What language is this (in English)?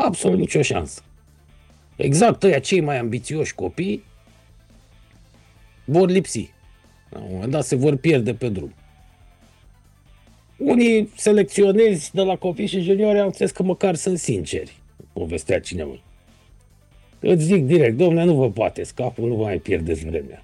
Romanian